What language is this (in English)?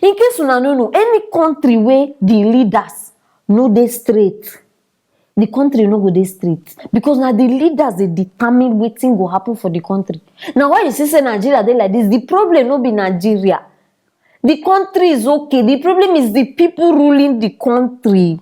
Nigerian Pidgin